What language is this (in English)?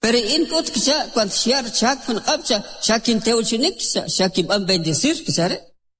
Kʼicheʼ